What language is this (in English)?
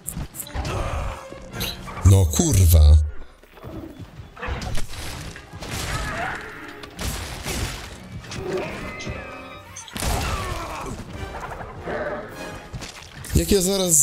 Polish